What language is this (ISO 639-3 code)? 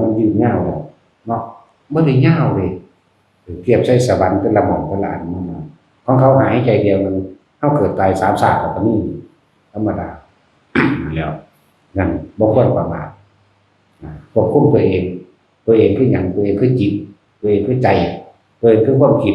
tts